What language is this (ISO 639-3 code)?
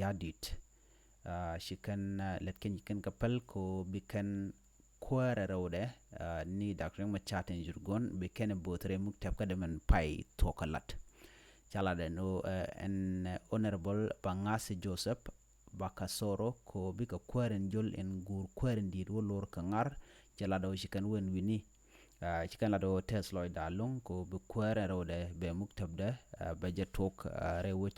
nus